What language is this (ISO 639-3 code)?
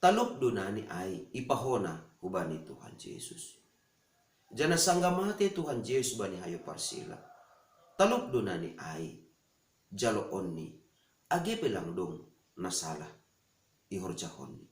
bts